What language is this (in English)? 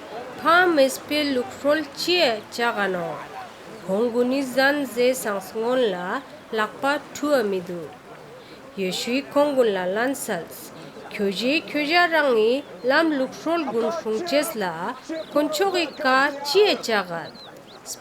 Ladakhi